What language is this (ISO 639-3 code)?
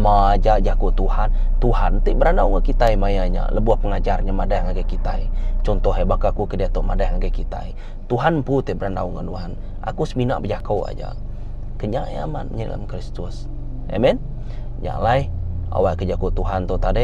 iba